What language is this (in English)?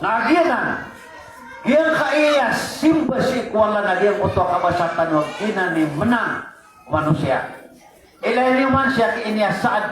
Maranao